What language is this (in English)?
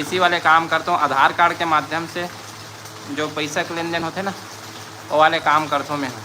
Chhattisgarhi